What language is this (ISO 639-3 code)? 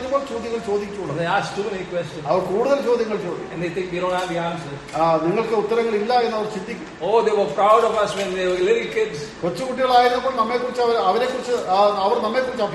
mal